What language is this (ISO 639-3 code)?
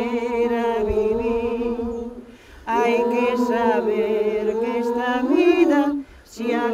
glg